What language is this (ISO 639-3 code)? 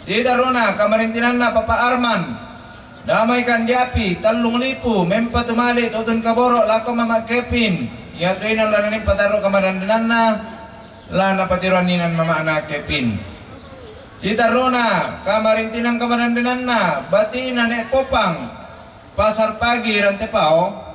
sda